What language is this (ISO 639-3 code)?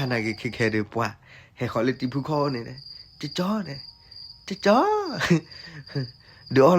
ksw